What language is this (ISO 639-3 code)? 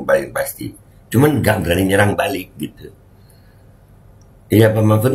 ind